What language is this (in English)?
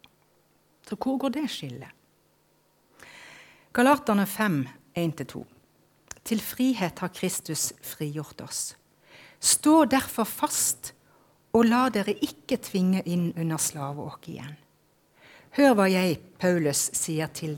Norwegian